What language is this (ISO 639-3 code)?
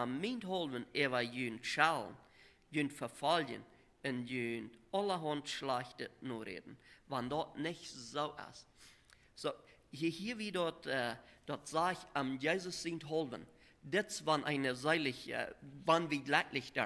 pdt